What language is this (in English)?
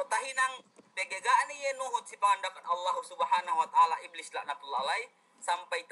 Yakan